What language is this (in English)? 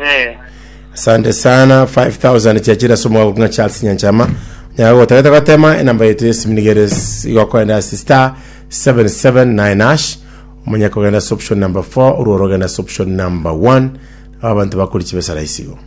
Gusii